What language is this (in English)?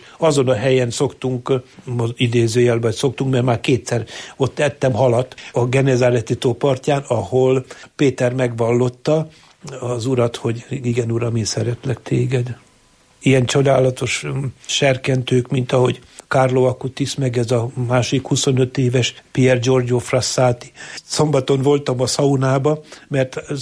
Hungarian